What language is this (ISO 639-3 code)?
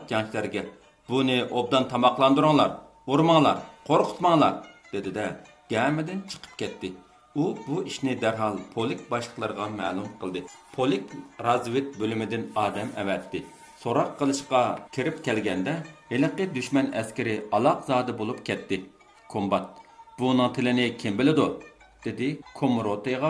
uig